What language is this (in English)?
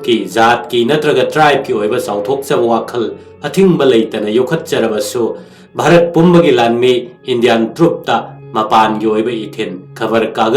Manipuri